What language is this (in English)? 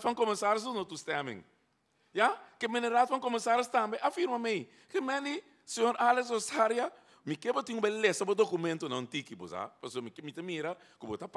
Papiamento